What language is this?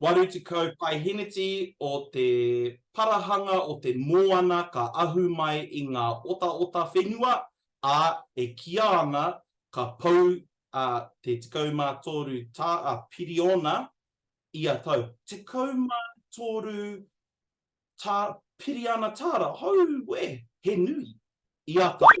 Māori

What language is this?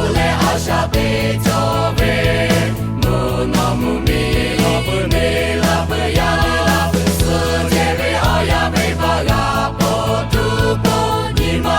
Lahu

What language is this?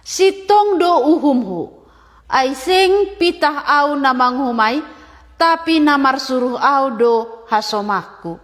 Batak Simalungun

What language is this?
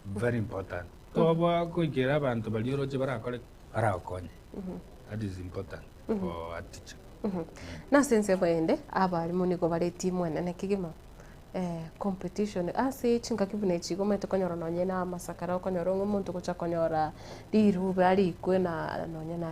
Gusii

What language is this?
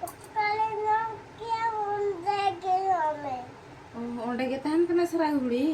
Santali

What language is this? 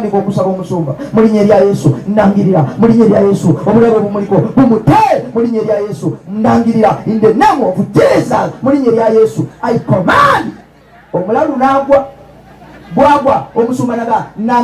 Ganda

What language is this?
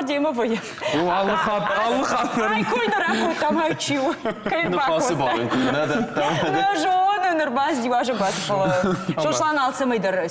Ossetic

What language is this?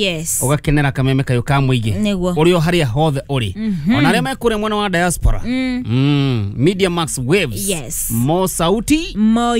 Kikuyu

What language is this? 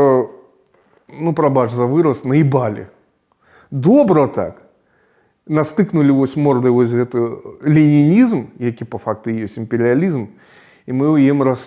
Belarusian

